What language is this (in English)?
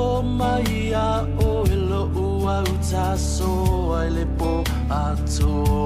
Samoan